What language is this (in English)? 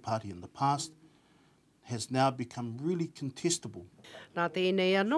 Māori